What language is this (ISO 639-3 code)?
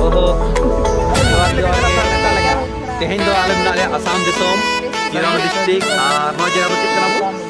sat